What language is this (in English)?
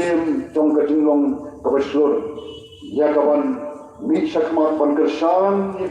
Khasi